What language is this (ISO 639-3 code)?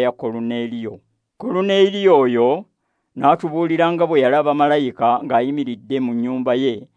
lug